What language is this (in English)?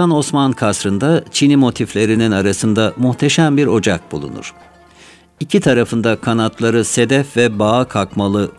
Turkish